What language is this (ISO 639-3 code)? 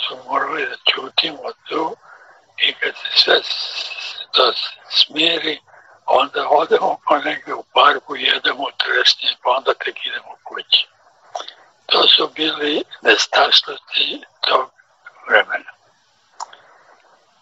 srp